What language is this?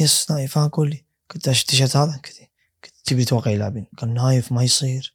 Gulf Arabic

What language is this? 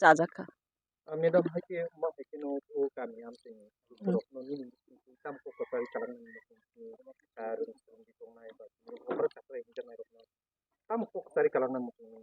Kok Borok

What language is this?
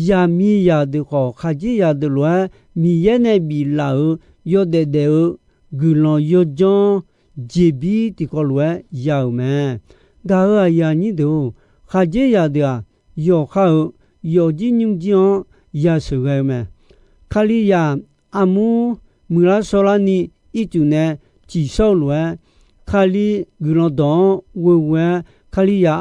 Akha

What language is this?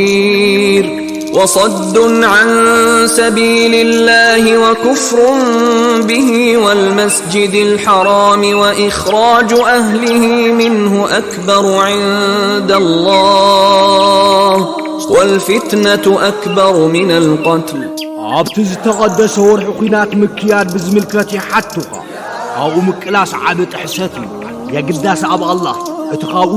Tigrinya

